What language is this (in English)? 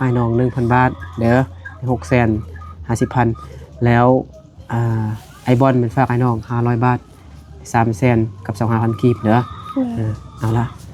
Lao